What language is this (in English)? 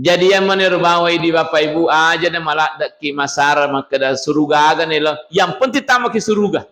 Buginese